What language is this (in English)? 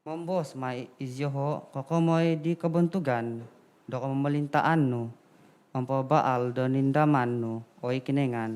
Central Dusun